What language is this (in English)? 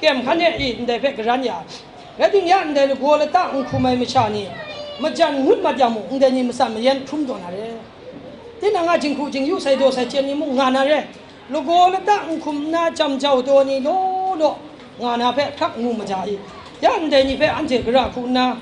Kachin